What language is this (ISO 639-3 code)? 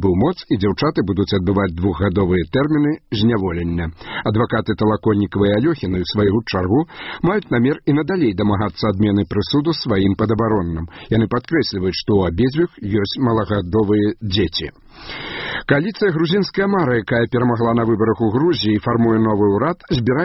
bel